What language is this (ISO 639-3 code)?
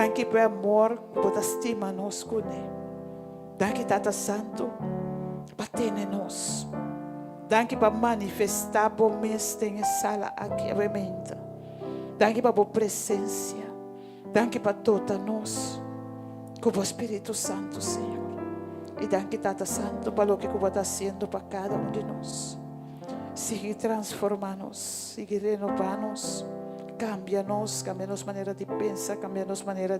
pap